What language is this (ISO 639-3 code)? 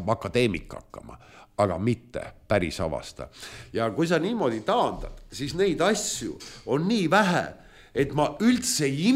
est